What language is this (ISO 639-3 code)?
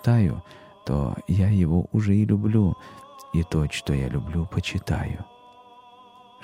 rus